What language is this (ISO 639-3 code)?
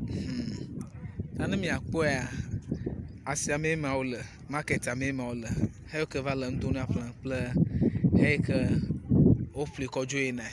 ewe